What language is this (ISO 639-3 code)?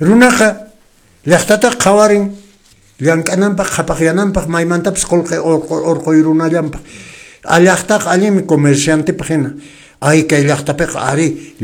que